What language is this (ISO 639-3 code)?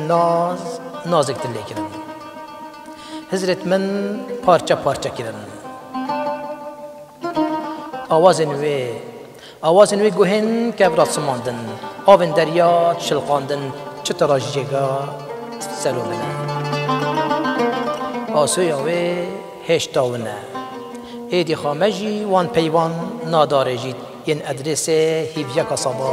kur